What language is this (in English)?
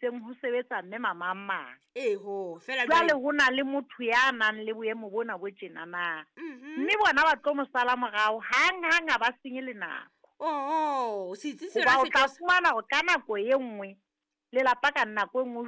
Southern Sotho